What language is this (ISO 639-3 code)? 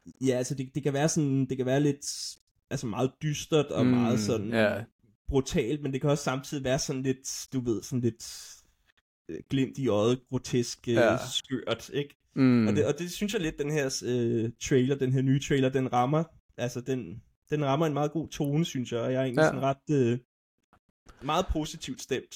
dan